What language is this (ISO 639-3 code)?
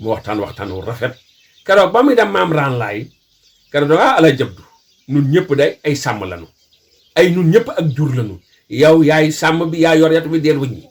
wol